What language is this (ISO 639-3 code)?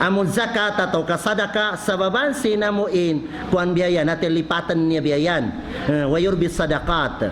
tsg